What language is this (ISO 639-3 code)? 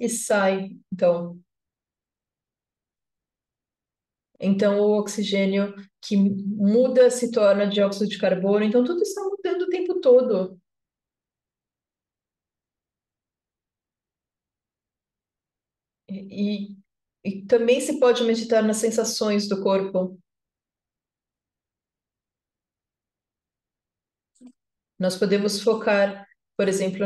por